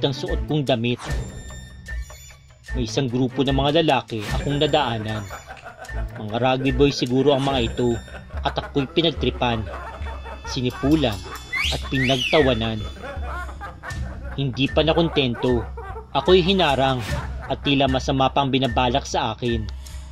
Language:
Filipino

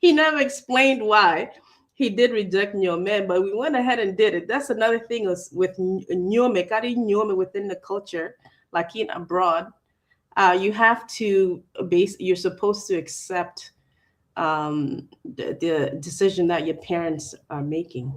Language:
Acoli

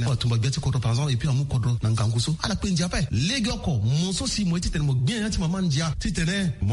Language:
Sango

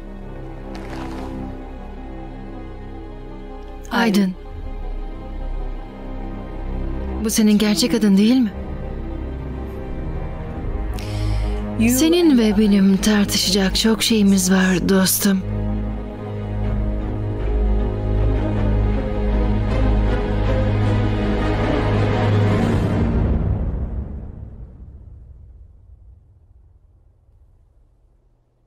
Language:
Turkish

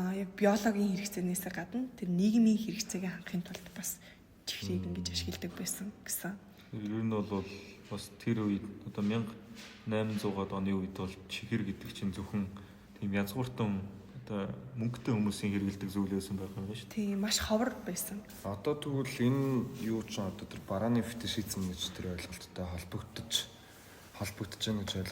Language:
Mongolian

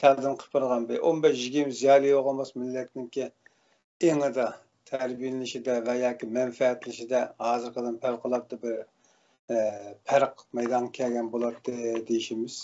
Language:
Uyghur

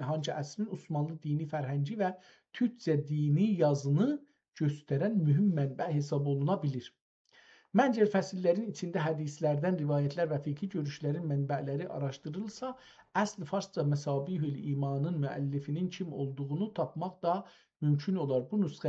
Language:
South Azerbaijani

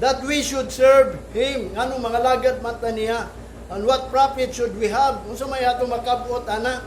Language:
Cebuano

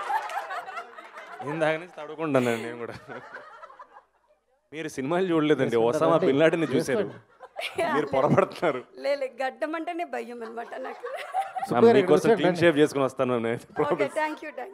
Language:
Telugu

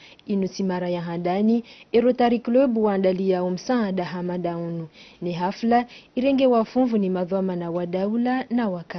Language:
Ngazidja Comorian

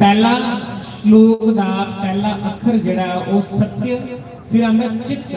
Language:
Dogri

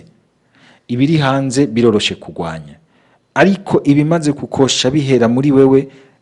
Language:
Rundi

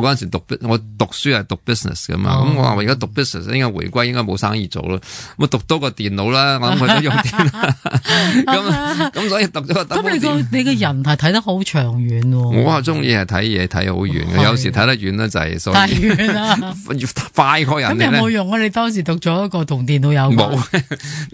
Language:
Cantonese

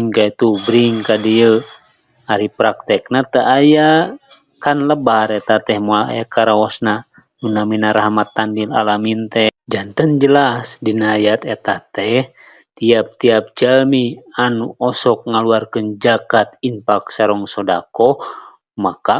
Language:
Sundanese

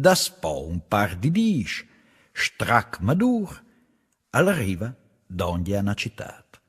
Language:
Friulian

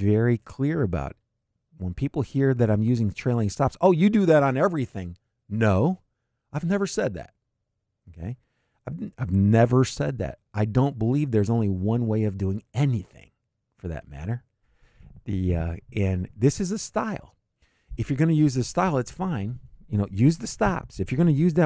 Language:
English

